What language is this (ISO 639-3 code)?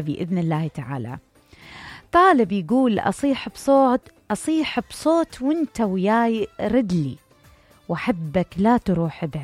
acm